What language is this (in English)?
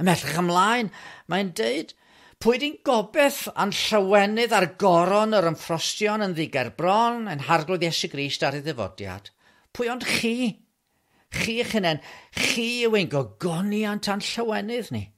Welsh